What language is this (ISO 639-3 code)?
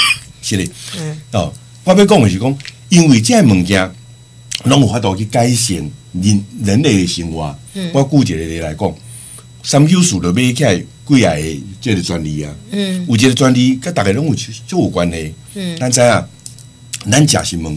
nan